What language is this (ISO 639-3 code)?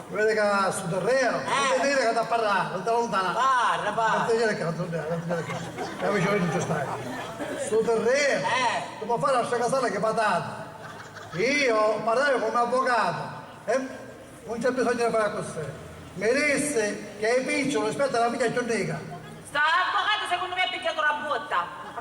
scn